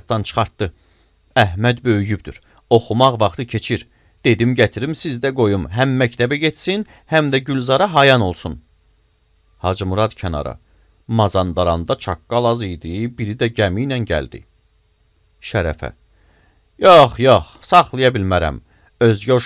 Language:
Azerbaijani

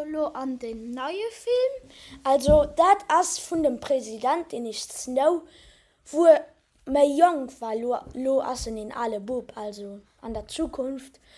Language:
Luxembourgish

